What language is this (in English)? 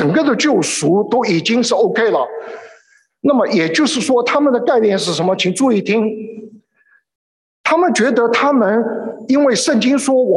Chinese